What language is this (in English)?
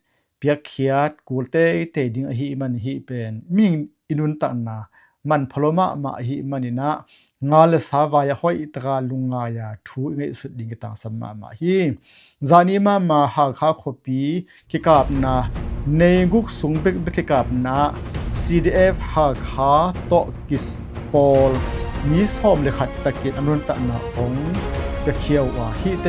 Tedim Chin